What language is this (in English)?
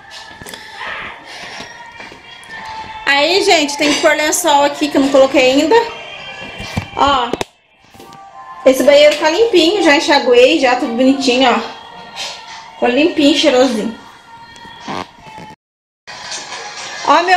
Portuguese